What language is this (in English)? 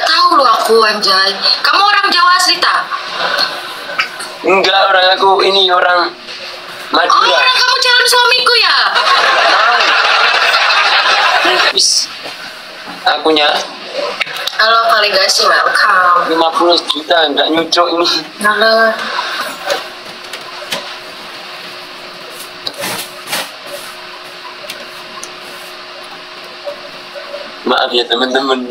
Indonesian